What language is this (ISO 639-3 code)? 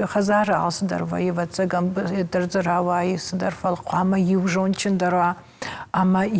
oss